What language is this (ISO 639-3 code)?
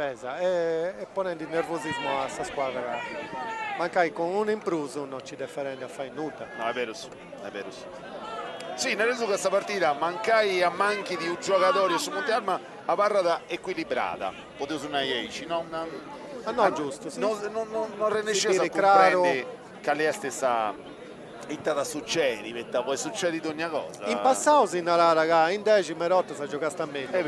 srd